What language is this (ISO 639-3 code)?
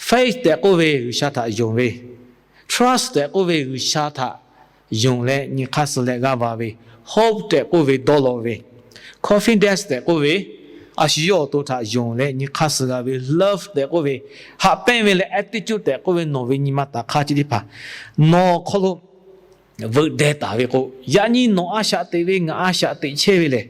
lhu